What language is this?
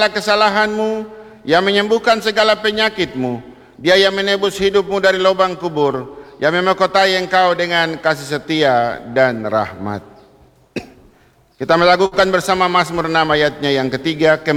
Indonesian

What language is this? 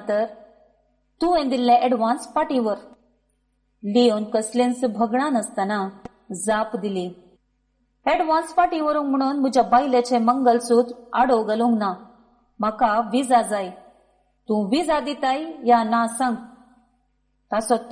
Konkani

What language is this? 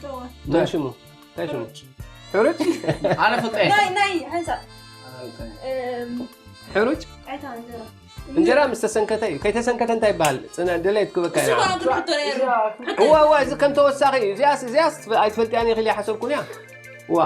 Tigrinya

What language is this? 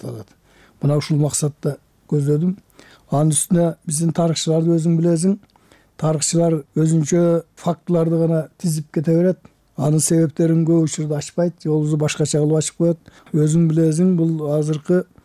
Kyrgyz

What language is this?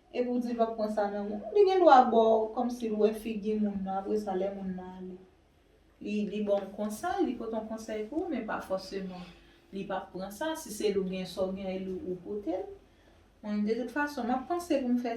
Haitian Creole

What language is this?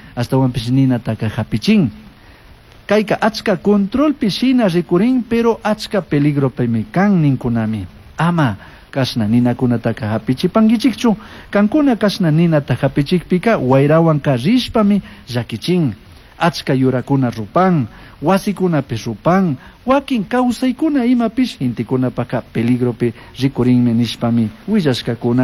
Chimborazo Highland Quichua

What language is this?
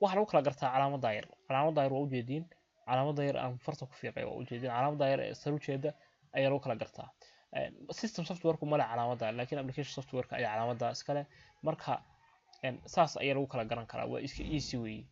Somali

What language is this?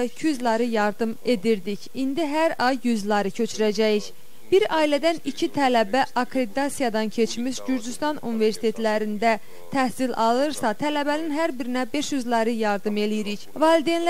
Azerbaijani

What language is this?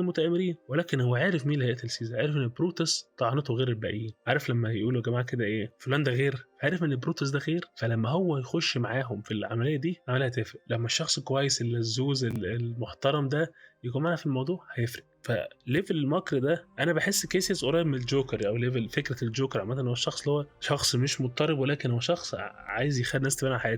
Egyptian Arabic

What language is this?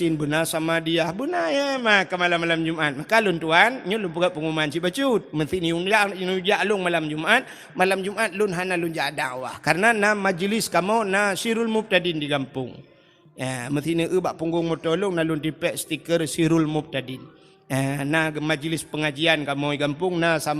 Achinese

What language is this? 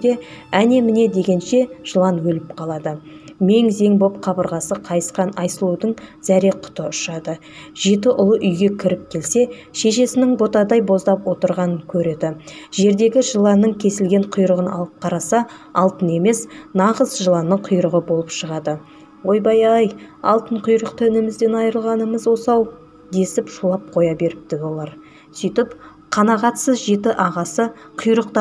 Kazakh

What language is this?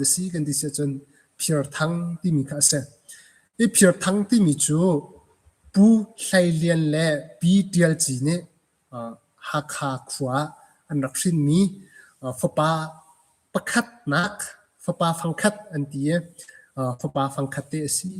Hakha Chin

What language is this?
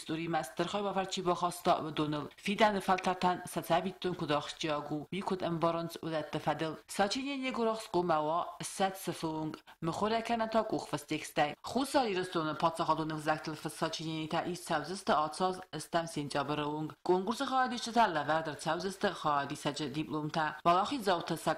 Ossetic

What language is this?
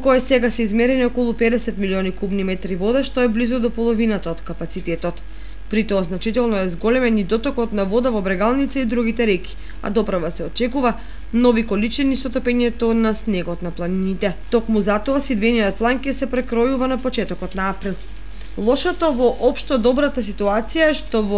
Macedonian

